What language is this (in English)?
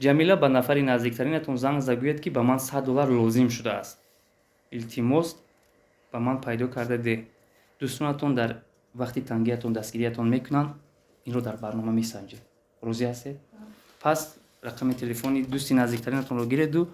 Tajik